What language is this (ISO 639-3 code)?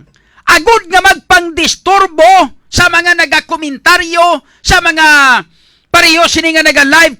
hil